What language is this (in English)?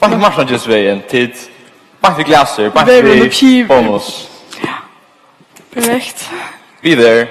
Faroese